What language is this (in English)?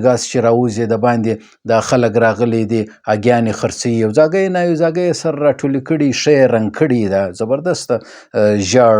Pashto